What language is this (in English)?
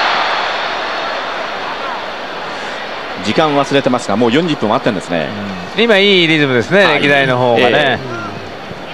Japanese